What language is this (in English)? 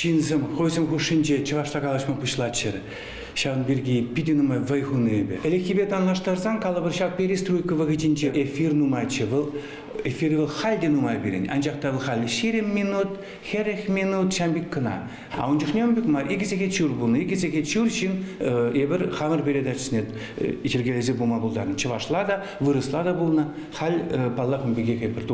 Chuvash